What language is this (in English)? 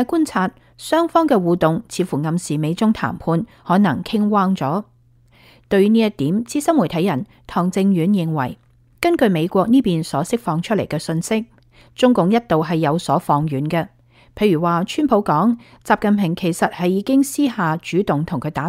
Cantonese